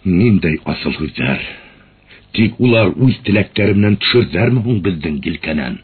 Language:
Bashkir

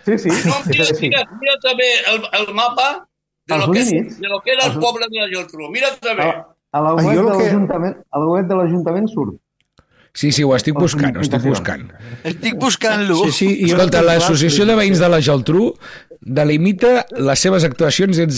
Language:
Catalan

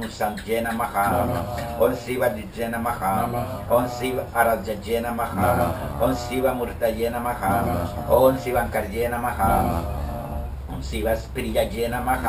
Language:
Sanskrit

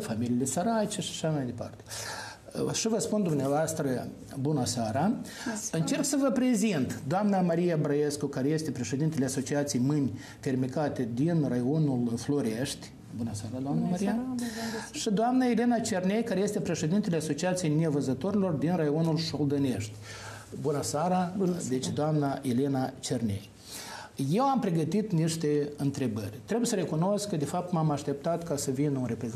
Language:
Romanian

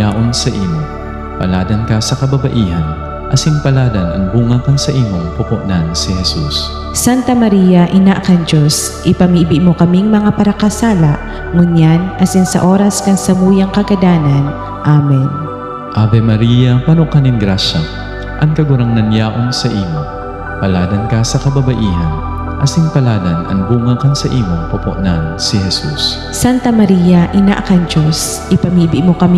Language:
Bikol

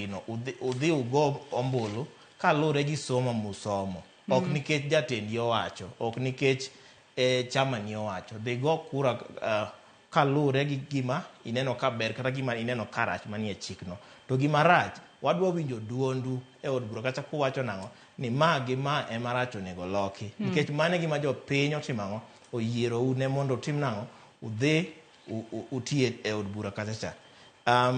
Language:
Luo (Kenya and Tanzania)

